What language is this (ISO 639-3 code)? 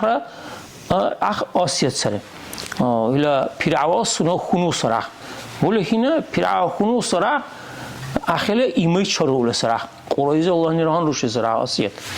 dar